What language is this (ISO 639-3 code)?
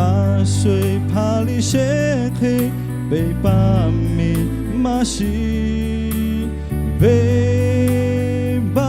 lhu